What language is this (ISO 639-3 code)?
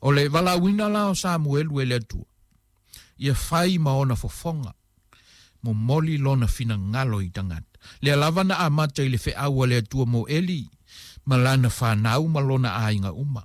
smo